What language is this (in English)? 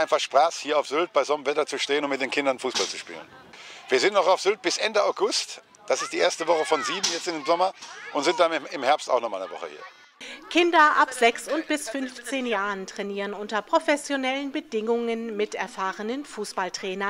German